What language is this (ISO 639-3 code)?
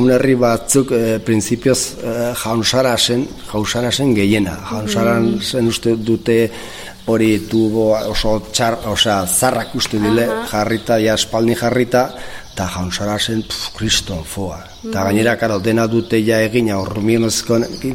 eus